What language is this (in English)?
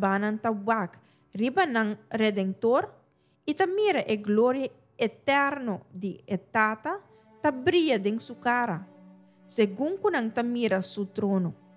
Papiamento